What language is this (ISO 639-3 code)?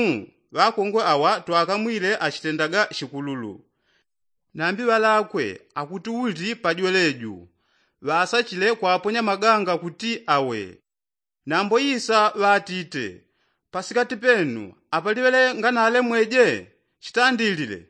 yao